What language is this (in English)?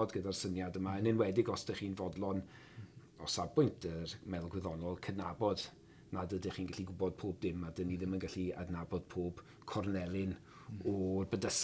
Welsh